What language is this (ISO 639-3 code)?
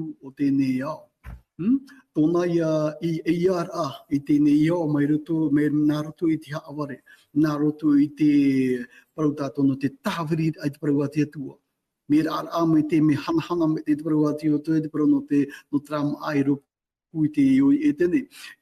tah